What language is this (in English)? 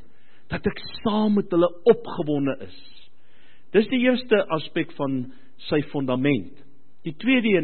Afrikaans